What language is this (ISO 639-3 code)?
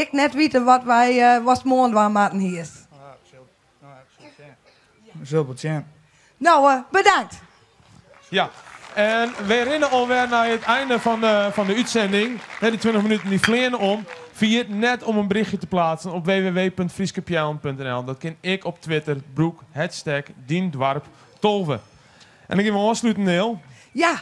fry